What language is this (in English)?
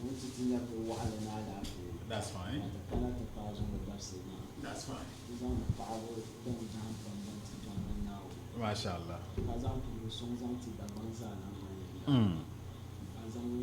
Dagbani